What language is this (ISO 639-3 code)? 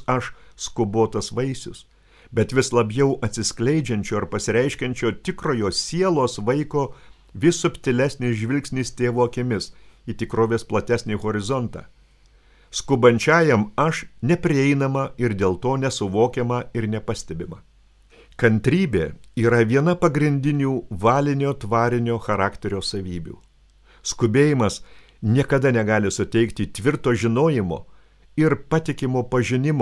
lit